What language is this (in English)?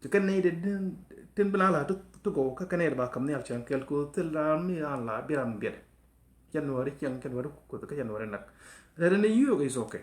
Nuer